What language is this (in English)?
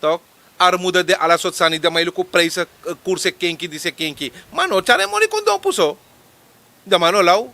Sranan Tongo